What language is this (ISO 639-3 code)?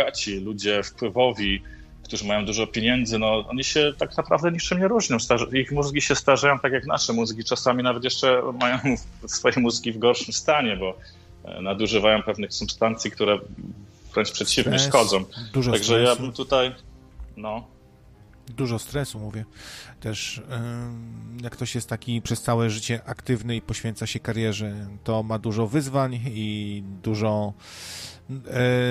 pol